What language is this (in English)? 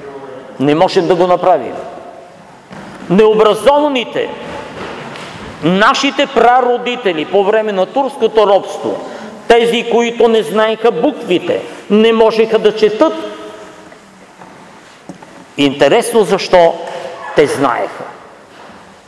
Bulgarian